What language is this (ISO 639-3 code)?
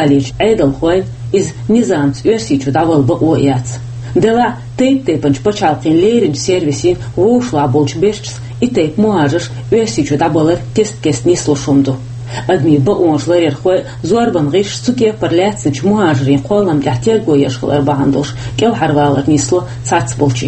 che